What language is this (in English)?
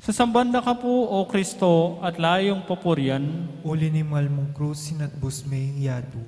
Pampanga